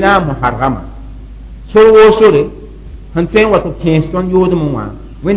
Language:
Mossi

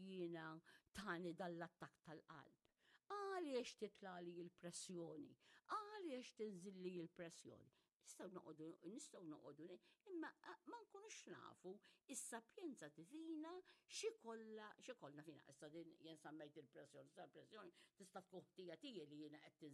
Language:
Maltese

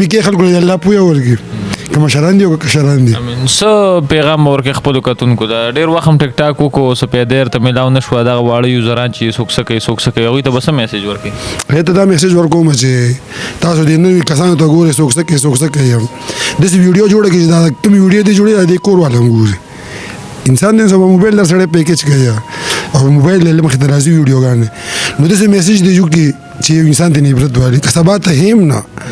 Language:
Pashto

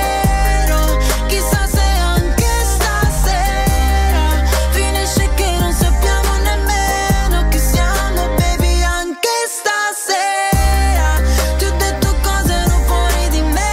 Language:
Italian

